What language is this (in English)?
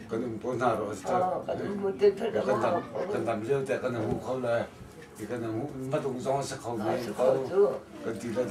Hakha Chin